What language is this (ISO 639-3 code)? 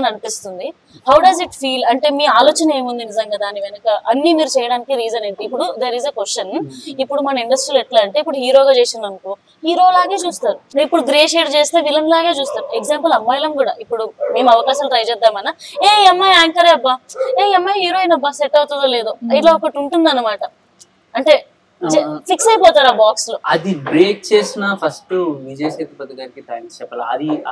tel